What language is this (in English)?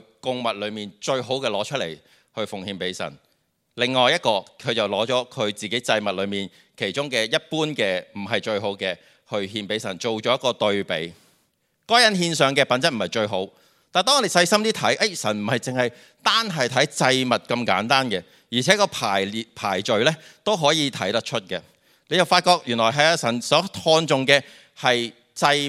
Cantonese